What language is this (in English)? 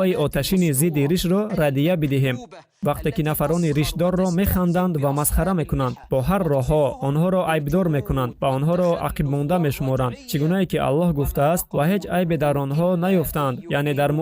Tajik